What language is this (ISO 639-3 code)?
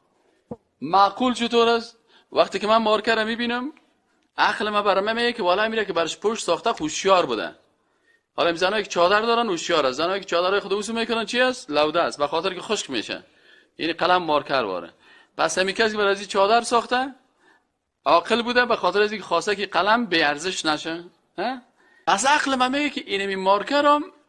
fas